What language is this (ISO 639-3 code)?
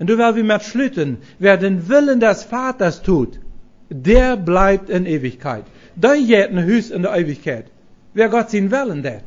pdt